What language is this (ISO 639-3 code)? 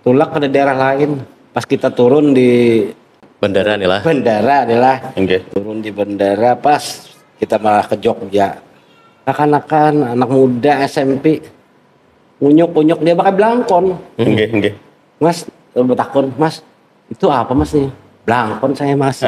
bjn